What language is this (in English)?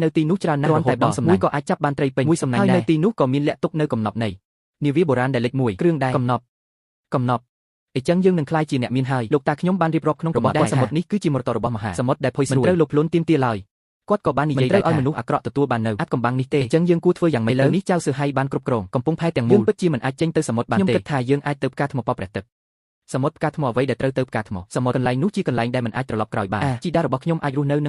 Khmer